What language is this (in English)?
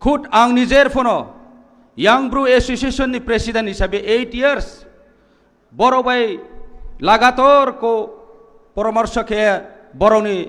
Kok Borok